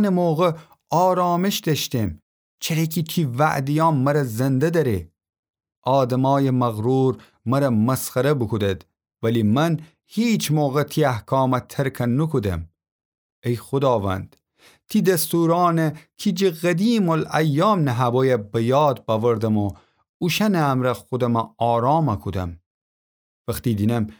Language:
Gilaki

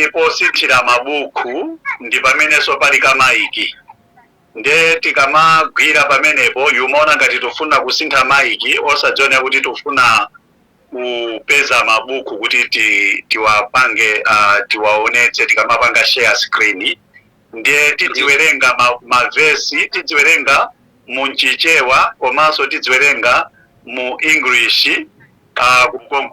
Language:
Nyanja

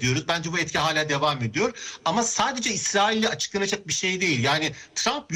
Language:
Turkish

